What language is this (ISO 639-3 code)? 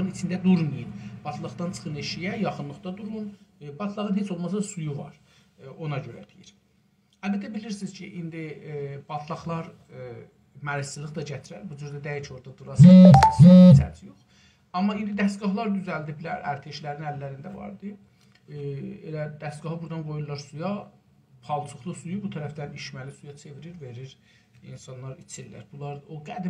azb